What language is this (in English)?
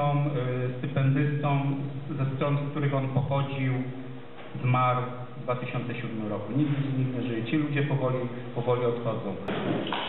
Polish